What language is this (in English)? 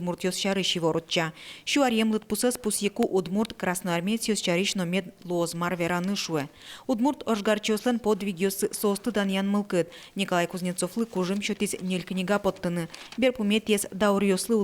Udmurt